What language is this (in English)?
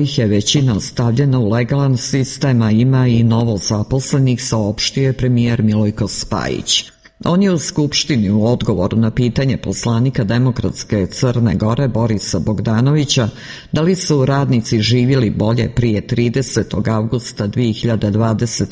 Serbian